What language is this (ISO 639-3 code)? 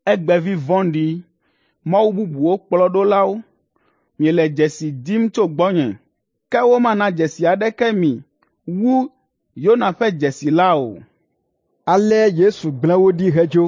ewe